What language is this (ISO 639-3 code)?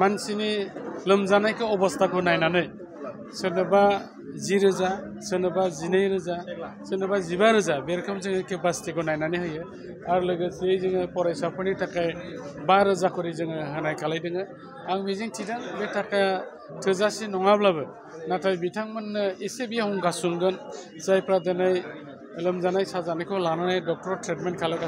brx